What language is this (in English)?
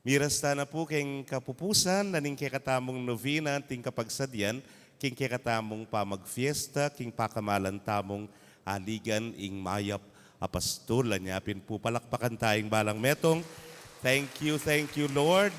Pampanga